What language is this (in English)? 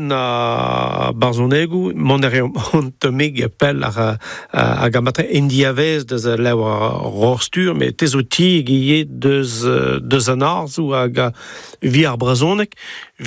Breton